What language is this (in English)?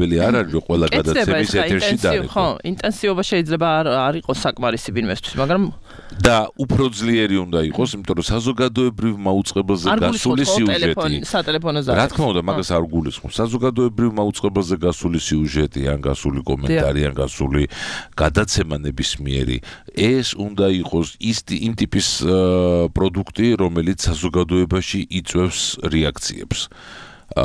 Georgian